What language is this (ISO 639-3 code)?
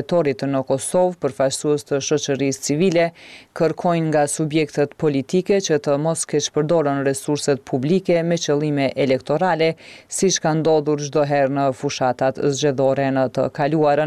sqi